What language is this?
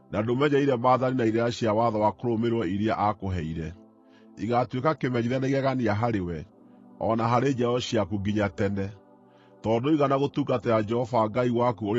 Kikuyu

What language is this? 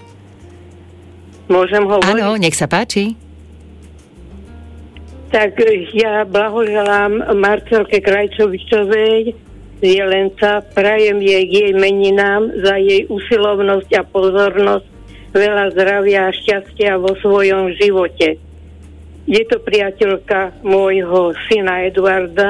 Slovak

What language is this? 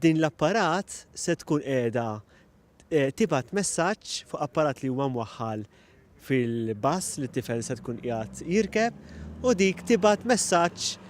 Maltese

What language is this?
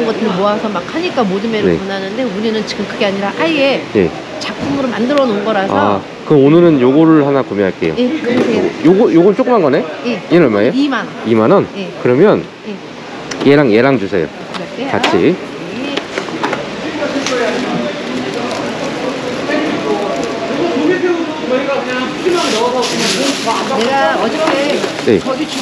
Korean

